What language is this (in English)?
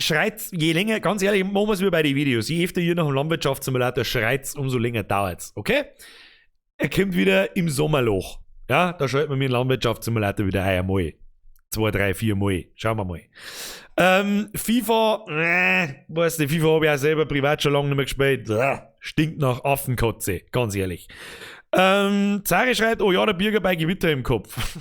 Bavarian